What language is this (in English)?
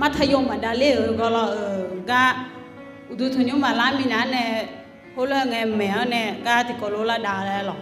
Akha